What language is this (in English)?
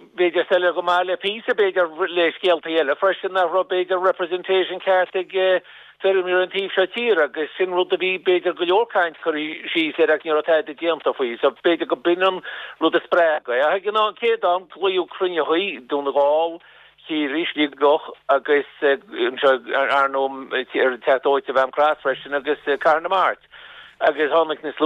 Irish